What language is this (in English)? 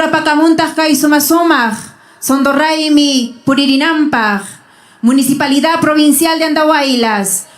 Ayacucho Quechua